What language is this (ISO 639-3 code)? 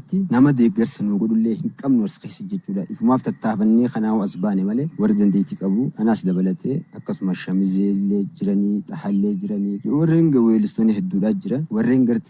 orm